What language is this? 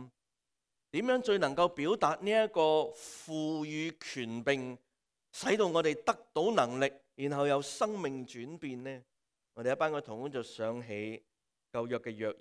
Cantonese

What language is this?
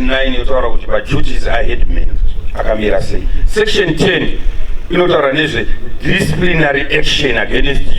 Shona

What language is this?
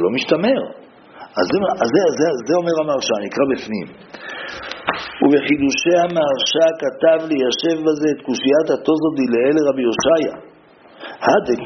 Hebrew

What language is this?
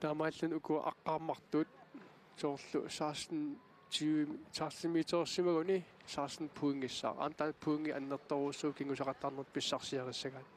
Kalaallisut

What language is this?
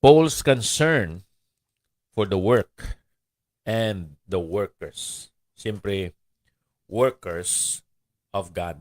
Hiligaynon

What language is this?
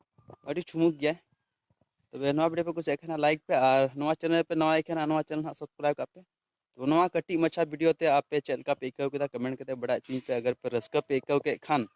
Santali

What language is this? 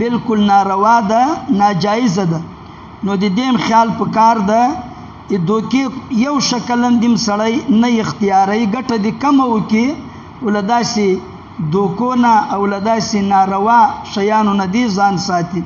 Pashto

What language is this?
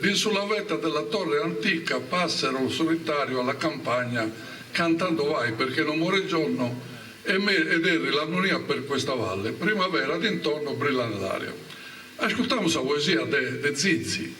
Sardinian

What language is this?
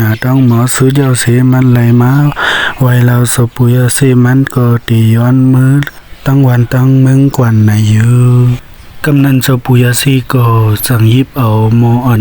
Shan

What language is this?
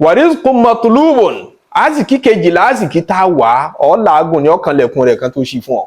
Yoruba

